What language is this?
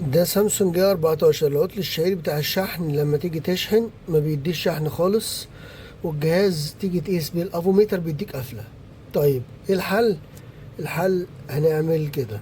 Egyptian Arabic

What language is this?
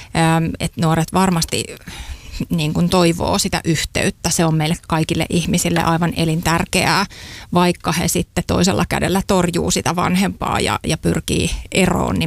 Finnish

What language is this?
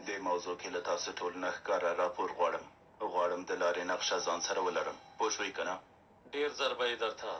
Pashto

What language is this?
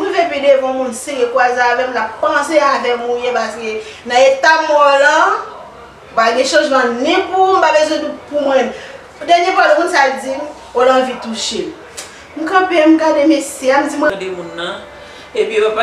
Haitian Creole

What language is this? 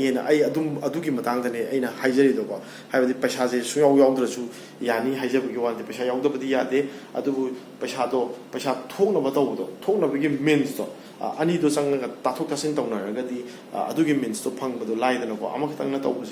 Manipuri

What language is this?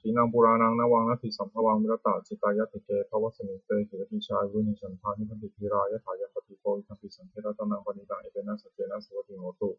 Pali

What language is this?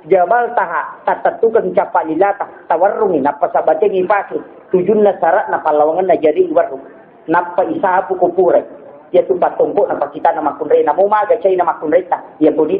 Buginese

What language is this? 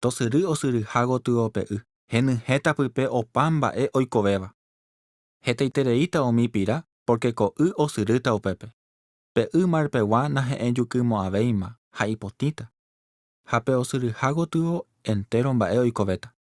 Guarani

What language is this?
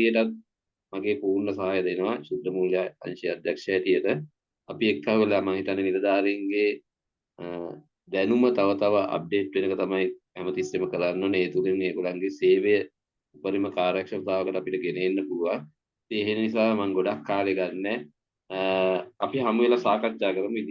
Sinhala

